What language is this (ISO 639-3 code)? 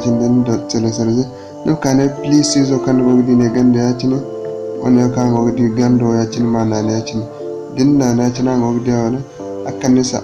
dje